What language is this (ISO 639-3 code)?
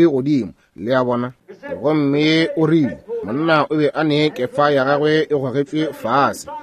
nso